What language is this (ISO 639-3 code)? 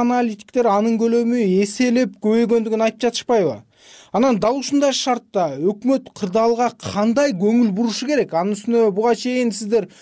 kir